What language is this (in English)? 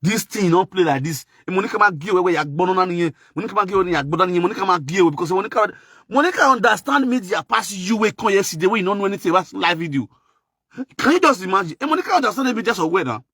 Nigerian Pidgin